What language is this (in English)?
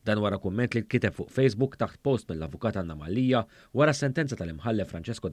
Maltese